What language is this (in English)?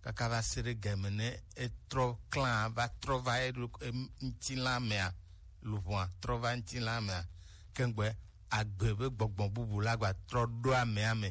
Gen